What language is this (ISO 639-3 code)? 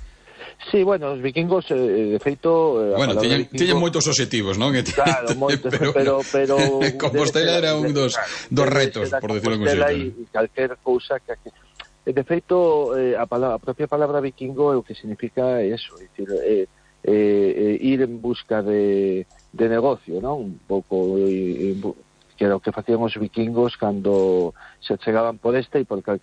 glg